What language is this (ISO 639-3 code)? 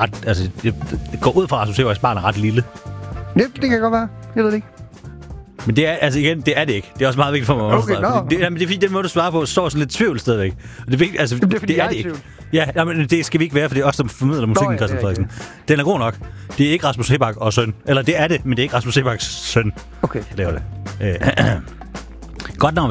dan